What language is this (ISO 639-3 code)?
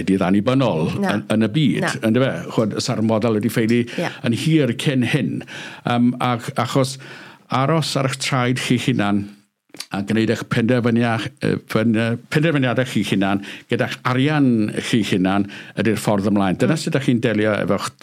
cym